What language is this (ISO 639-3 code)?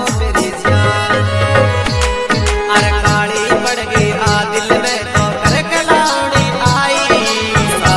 bgc